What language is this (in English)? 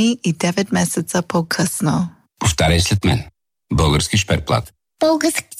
Bulgarian